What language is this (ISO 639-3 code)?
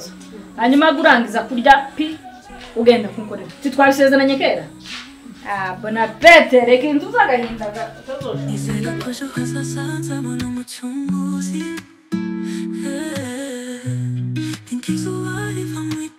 kin